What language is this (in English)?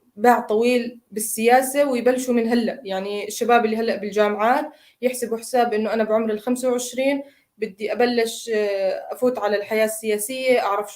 North Levantine Arabic